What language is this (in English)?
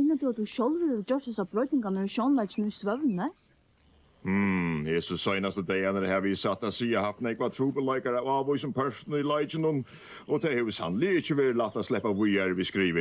Faroese